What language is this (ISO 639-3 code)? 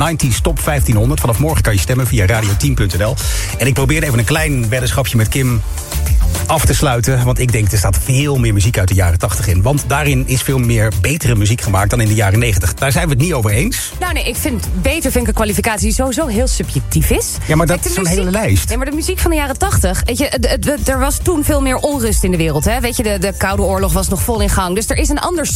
nld